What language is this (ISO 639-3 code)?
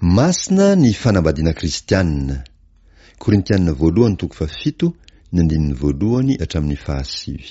mlg